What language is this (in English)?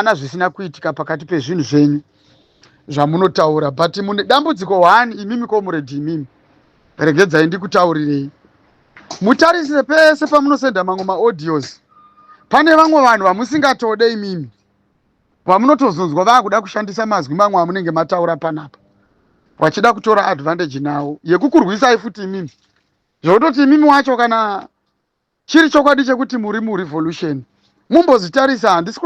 Shona